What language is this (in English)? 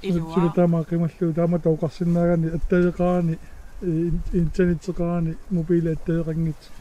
Kalaallisut